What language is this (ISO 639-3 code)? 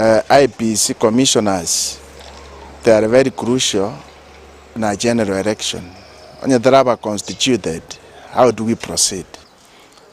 guz